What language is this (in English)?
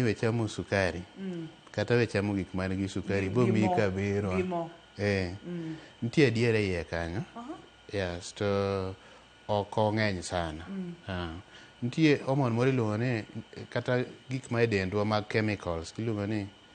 Luo (Kenya and Tanzania)